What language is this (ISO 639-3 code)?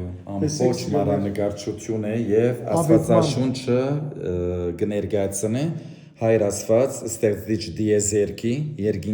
hyw